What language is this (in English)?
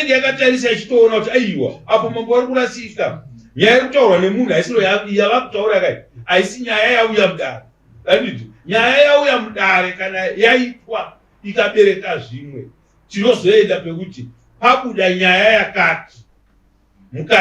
Shona